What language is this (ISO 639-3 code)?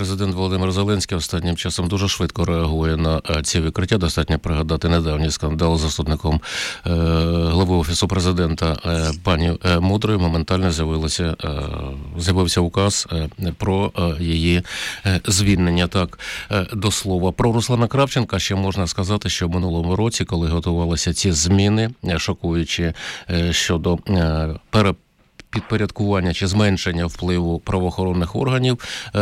ukr